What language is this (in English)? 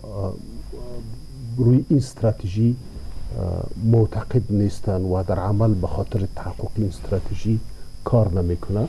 Persian